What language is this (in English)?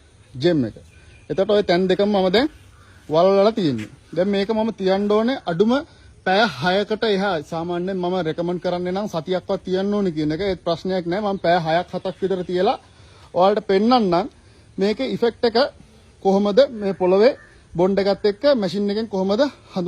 Sinhala